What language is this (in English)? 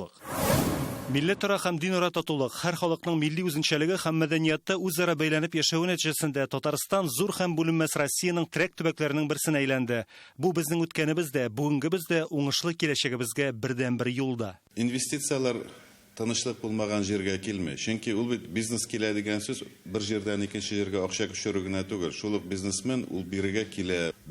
Tatar